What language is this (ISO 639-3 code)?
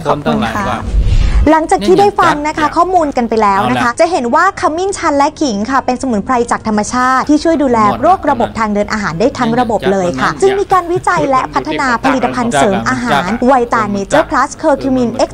tha